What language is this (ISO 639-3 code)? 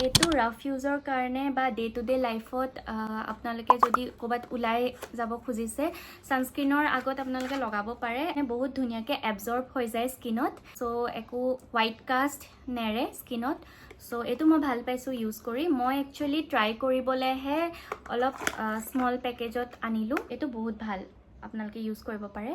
asm